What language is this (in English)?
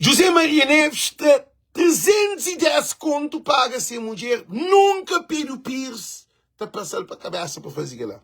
Kabuverdianu